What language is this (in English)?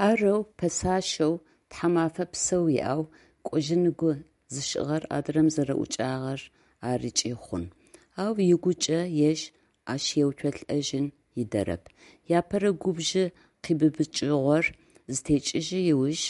Adyghe